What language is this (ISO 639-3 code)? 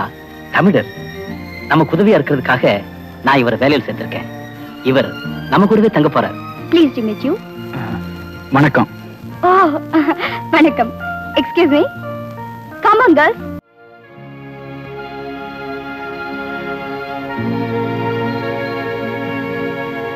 tam